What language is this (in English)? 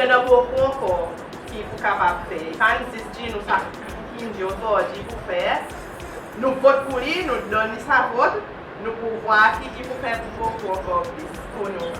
Seselwa Creole French